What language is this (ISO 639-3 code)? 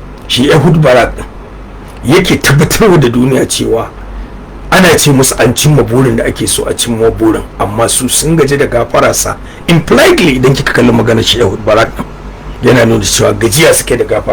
hau